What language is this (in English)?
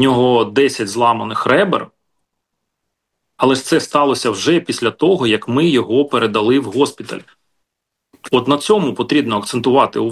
Ukrainian